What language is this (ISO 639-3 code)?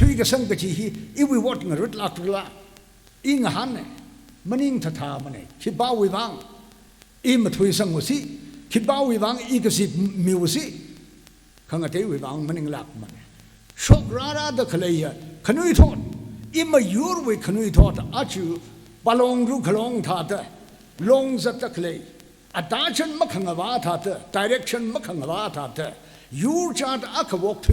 nmf